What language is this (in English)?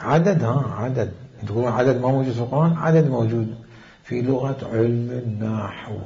Mesopotamian Arabic